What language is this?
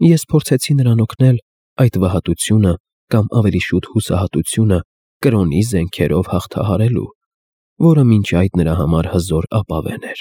Armenian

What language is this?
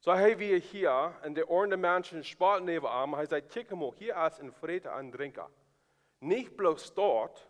Plautdietsch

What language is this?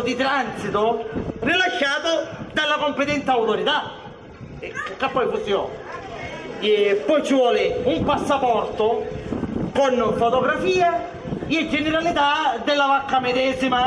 Sicilian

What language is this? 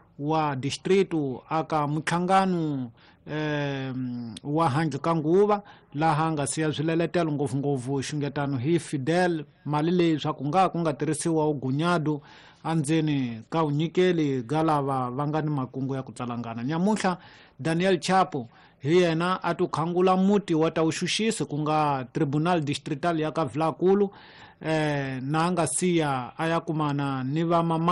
Tsonga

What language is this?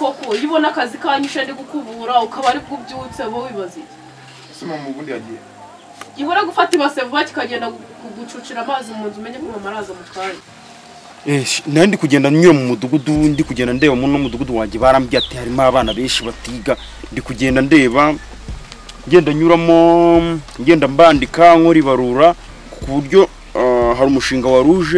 Kinyarwanda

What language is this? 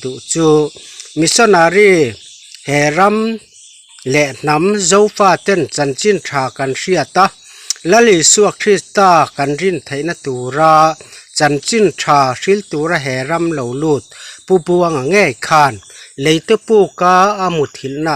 Mizo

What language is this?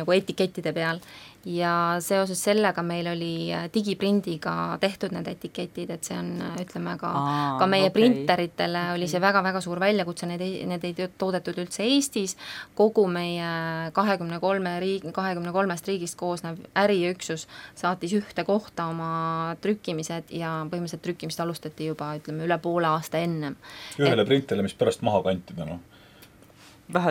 Estonian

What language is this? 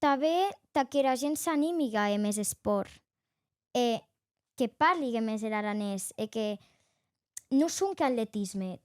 Occitan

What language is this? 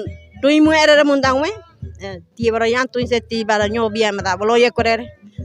Ngäbere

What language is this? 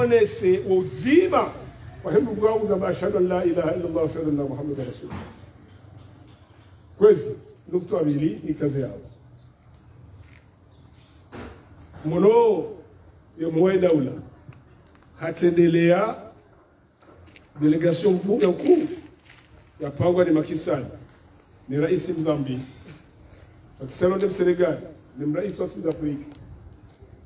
Swahili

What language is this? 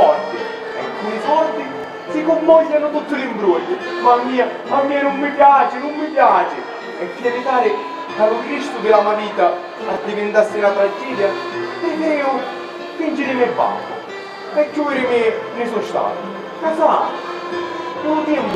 Sicilian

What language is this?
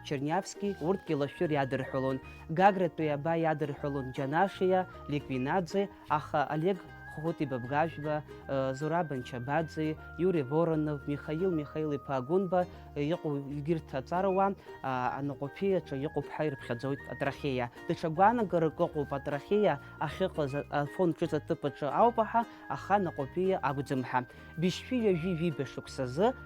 Abkhazian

